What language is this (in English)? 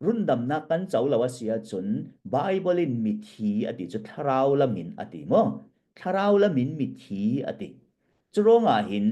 Falam Chin